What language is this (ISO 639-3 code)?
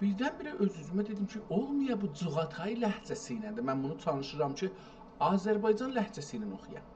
azb